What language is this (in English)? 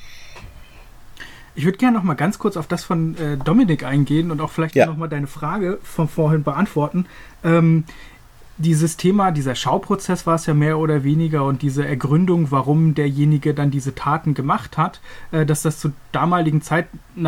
German